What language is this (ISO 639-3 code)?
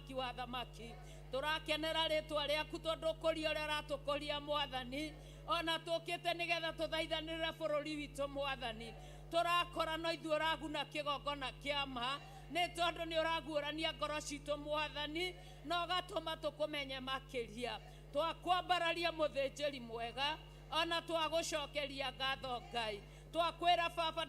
kik